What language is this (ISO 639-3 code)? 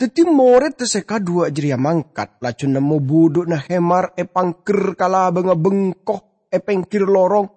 mad